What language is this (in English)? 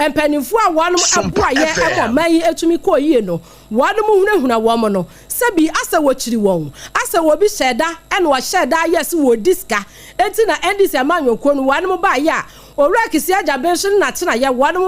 Akan